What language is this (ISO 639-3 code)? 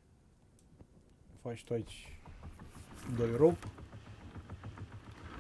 ron